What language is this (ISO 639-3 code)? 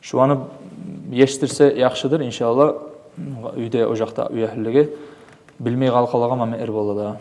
kum